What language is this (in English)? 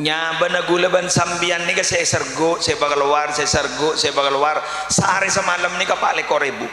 Madurese